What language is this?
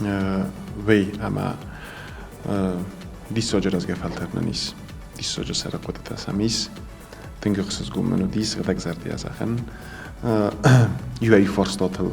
Ossetic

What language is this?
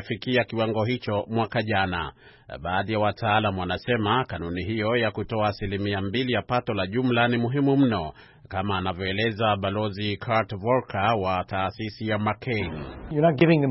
Swahili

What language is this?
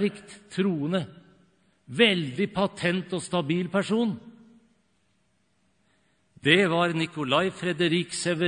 Norwegian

